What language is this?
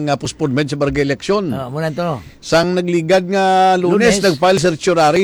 Hiligaynon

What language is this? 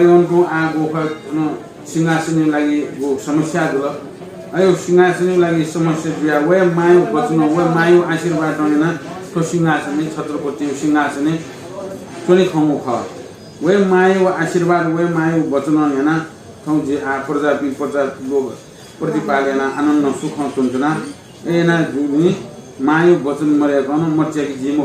Newari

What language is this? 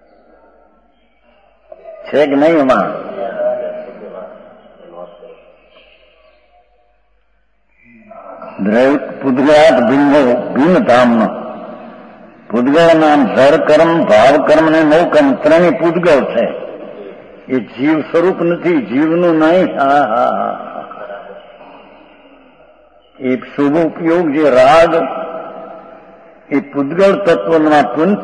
Gujarati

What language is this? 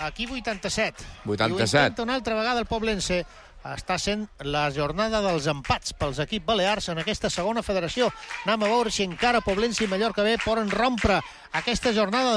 Catalan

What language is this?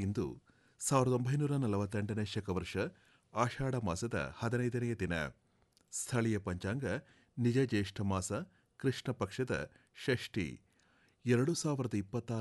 Kannada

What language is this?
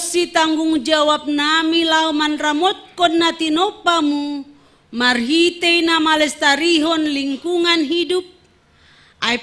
Batak Simalungun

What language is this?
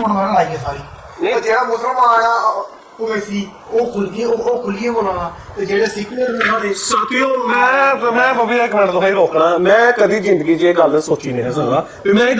Dogri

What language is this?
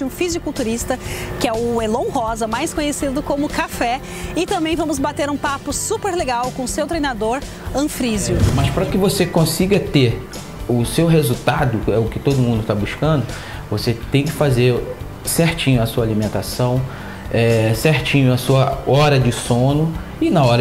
Portuguese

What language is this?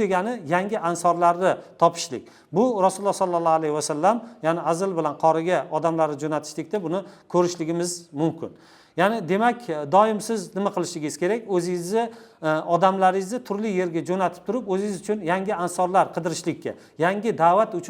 Uzbek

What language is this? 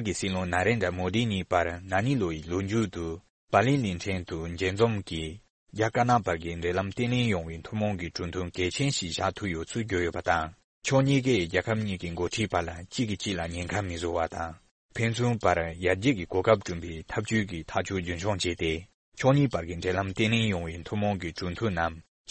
Tibetan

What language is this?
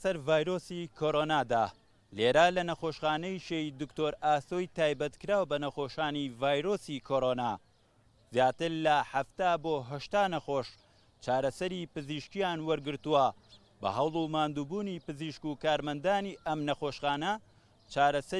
Central Kurdish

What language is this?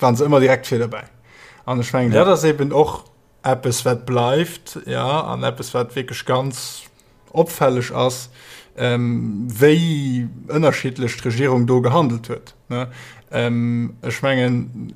Luxembourgish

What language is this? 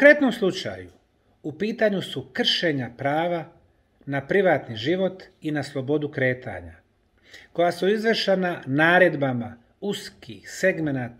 Bosnian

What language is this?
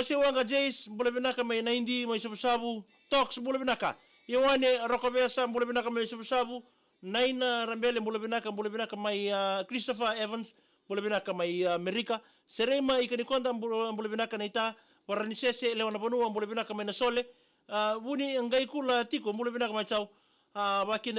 Fijian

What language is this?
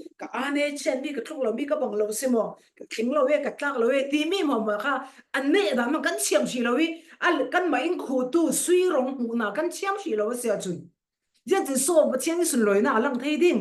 Falam Chin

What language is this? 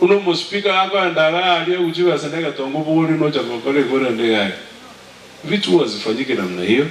Gusii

